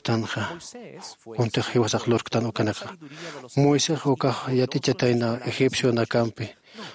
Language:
Aymara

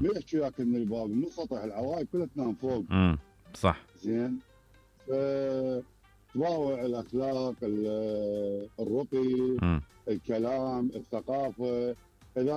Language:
Mesopotamian Arabic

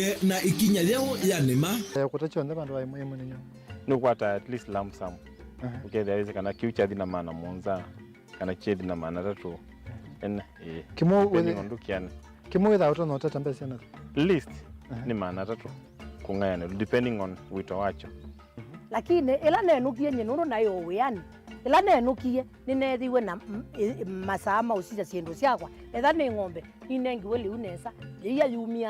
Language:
Kamba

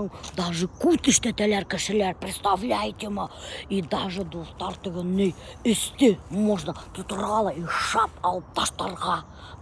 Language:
Bashkir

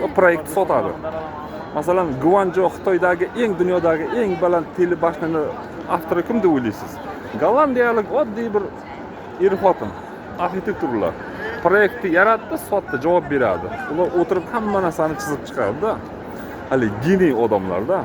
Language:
Uzbek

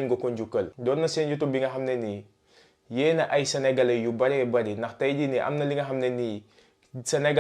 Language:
Wolof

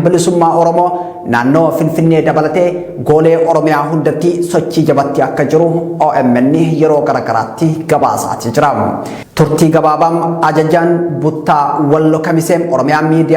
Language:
Oromo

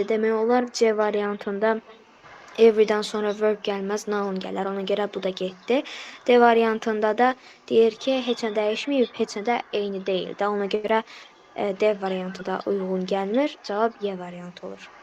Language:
Azerbaijani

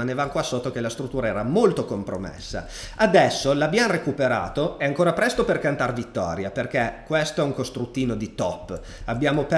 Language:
Italian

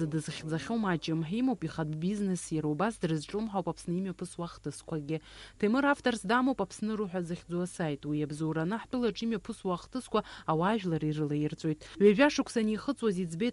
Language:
Abkhazian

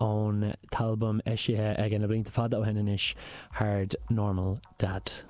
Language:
Irish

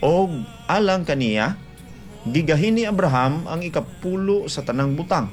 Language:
Cebuano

